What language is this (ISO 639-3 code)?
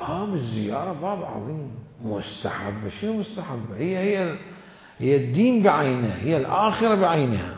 acm